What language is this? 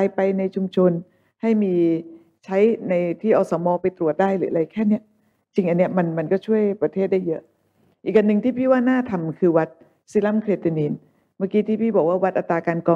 Thai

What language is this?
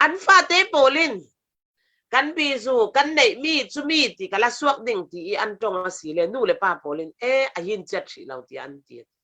Falam Chin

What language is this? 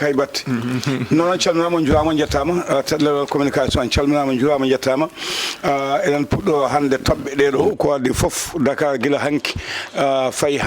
Fula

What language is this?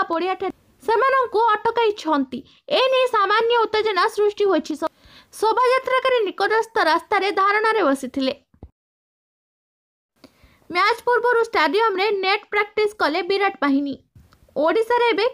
Odia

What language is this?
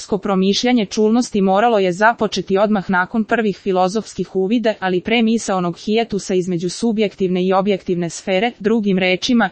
Serbian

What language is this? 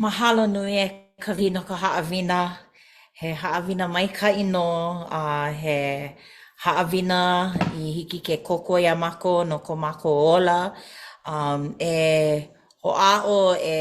Hawaiian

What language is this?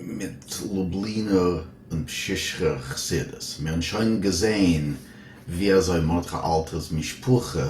Yiddish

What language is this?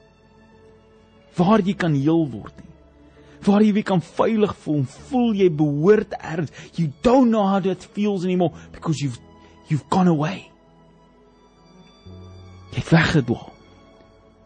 Afrikaans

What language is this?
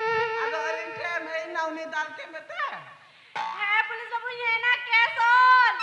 Santali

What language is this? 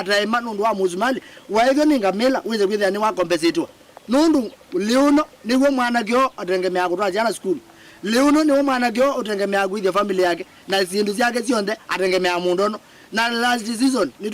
Kamba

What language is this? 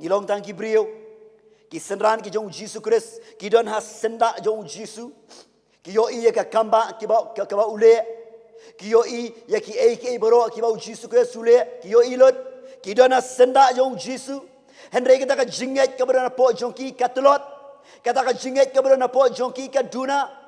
Khasi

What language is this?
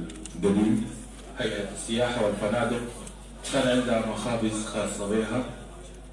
Sudanese Arabic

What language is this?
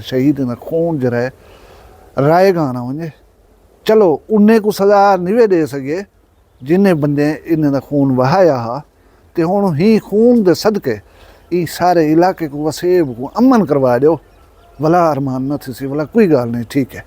Saraiki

